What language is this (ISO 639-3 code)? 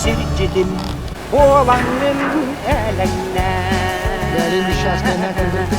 sah